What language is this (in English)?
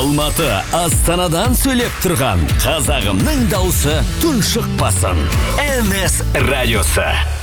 Kazakh